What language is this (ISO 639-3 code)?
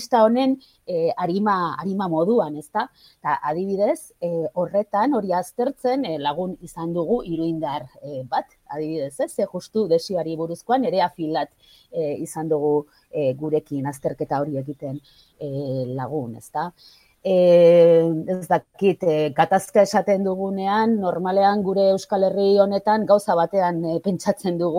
eus